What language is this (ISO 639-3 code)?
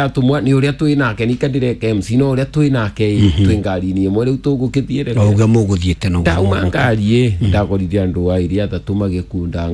kik